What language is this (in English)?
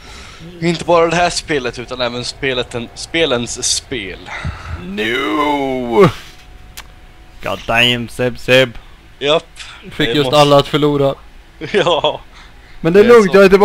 Swedish